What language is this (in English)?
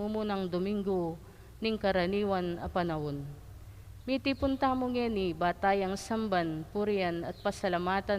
Pampanga